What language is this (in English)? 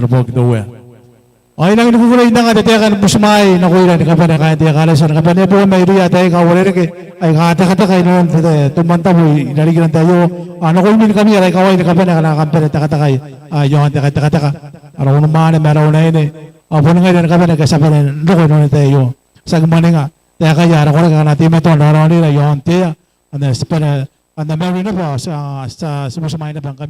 Gilbertese